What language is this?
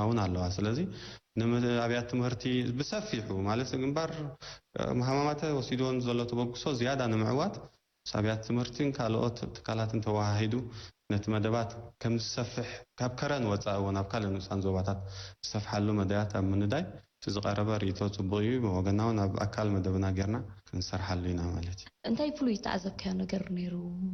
Tigrinya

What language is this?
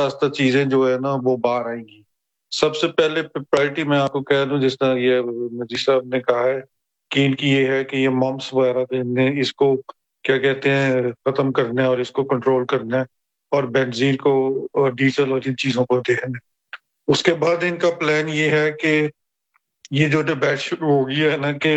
Urdu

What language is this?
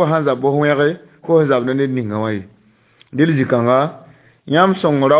Mossi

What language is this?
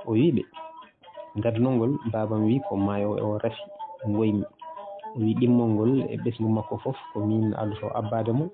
Fula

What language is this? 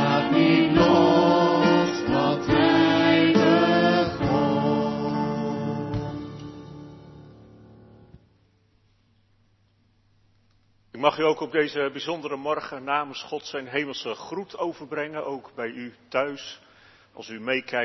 Dutch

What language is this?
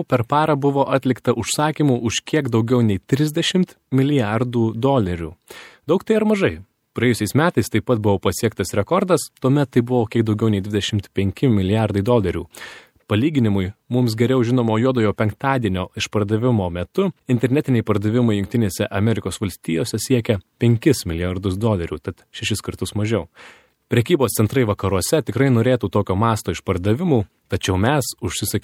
Lithuanian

